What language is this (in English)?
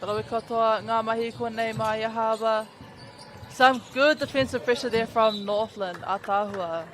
Māori